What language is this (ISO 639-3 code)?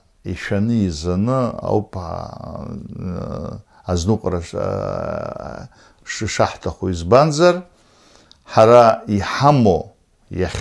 abk